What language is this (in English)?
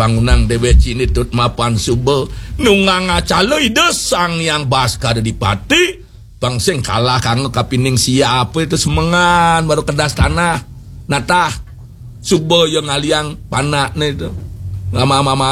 Balinese